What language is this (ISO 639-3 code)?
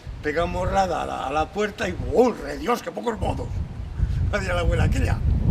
arg